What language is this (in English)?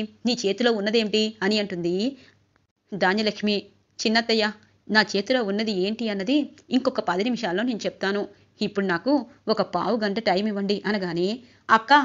Telugu